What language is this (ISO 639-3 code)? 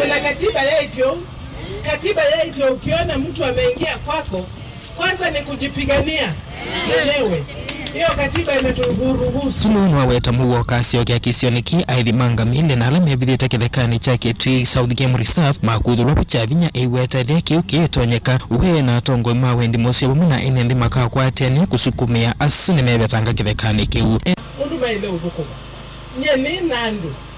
kam